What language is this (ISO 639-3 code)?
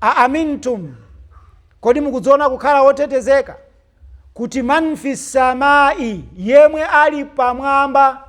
nya